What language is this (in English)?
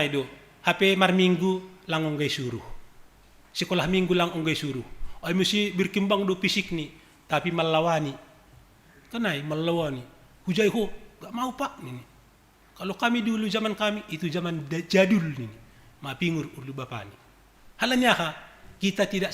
Batak Simalungun